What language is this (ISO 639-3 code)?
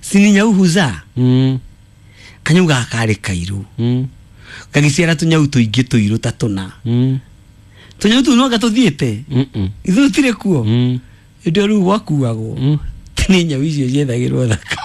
kik